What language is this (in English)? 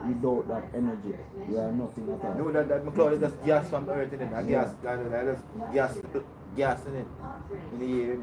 Jamaican Creole English